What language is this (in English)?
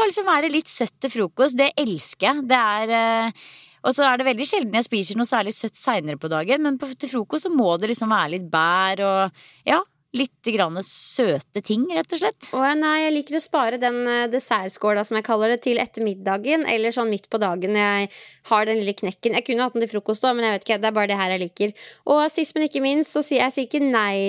Norwegian